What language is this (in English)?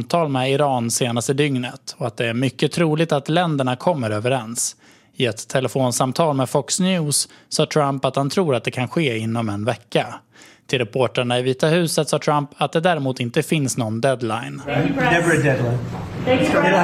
Swedish